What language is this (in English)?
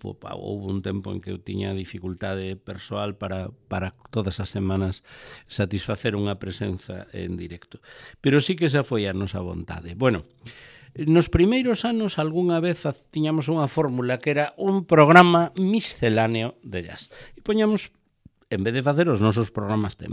Galician